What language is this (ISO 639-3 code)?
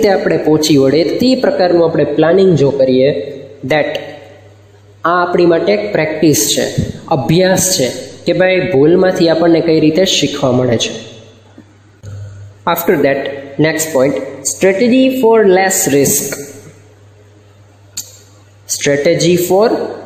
guj